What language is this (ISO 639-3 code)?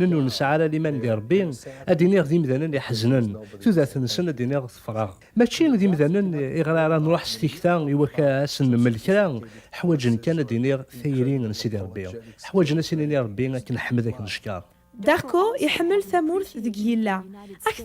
kab